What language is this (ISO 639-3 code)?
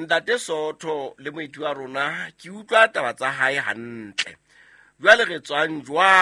sot